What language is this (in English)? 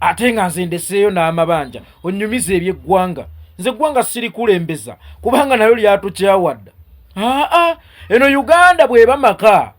Ganda